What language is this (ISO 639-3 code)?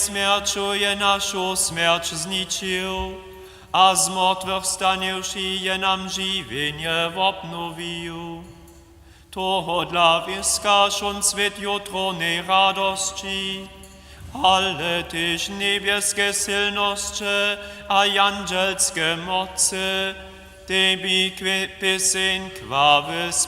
hsb